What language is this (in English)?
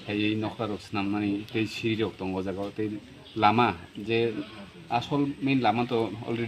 Kok Borok